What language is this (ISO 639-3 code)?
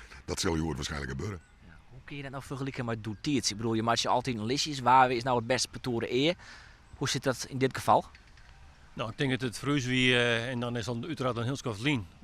fry